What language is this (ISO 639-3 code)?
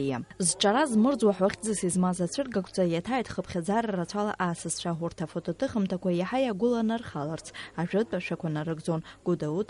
abk